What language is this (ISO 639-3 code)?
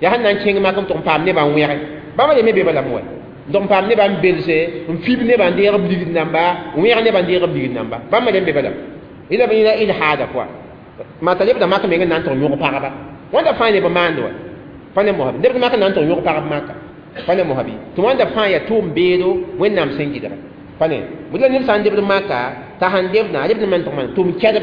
mos